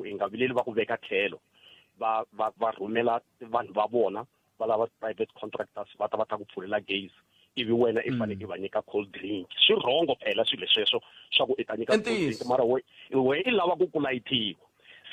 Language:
Tsonga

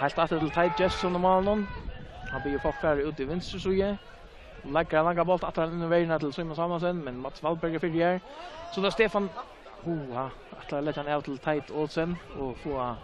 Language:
Faroese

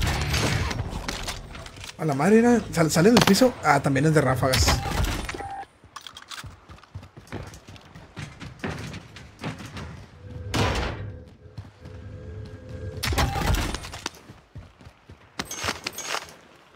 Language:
Spanish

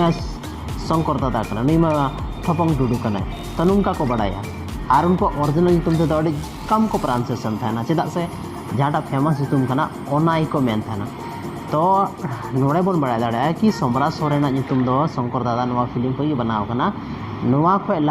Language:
Santali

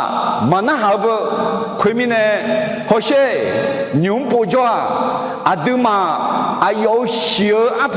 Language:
Akha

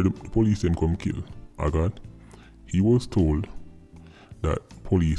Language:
Jamaican Creole English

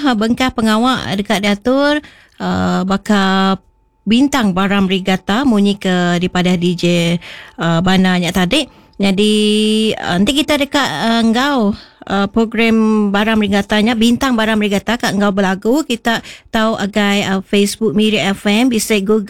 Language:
Iban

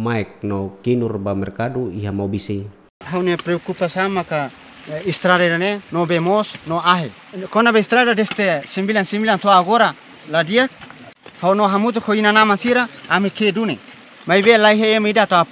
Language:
Tetum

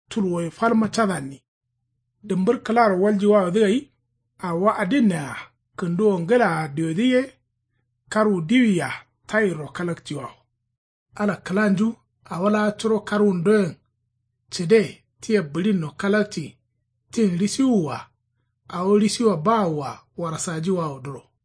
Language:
Kanuri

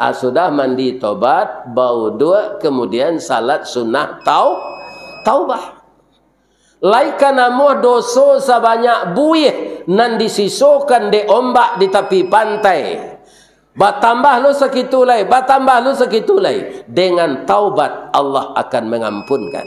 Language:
Minangkabau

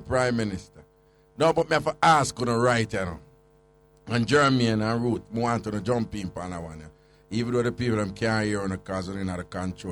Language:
Jamaican Creole English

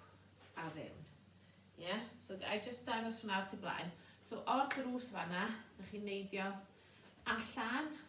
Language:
Welsh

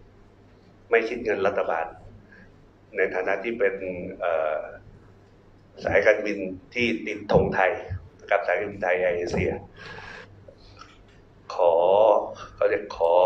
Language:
Thai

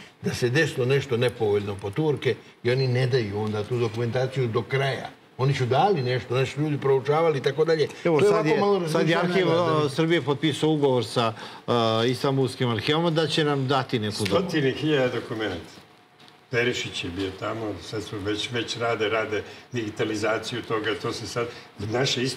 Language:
Serbian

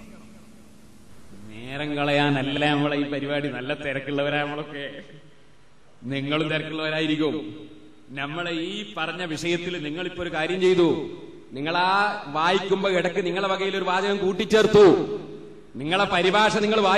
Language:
Malayalam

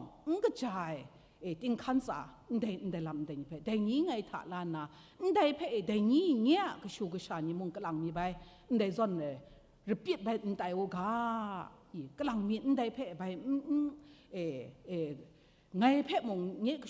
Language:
Kachin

